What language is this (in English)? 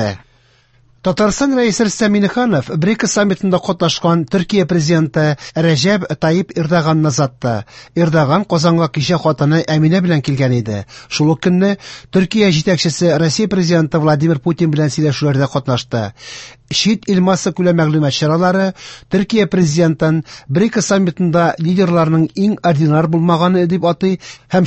Tatar